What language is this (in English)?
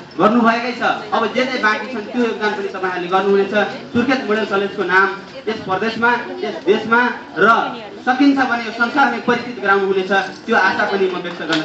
Nepali